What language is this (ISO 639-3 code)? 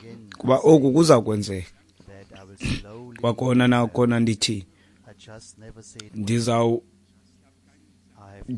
xho